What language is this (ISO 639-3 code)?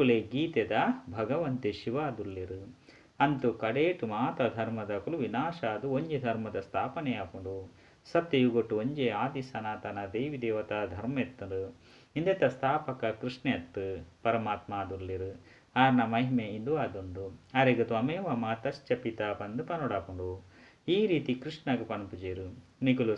tcy